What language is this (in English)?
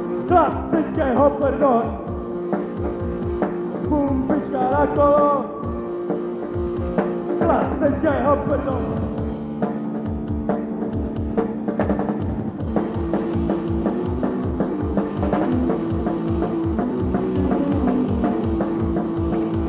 Czech